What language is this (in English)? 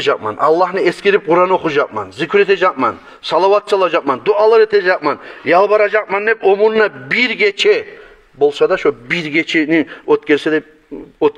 Kumyk